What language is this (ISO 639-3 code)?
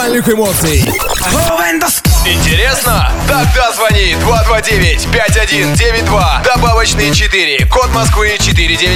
rus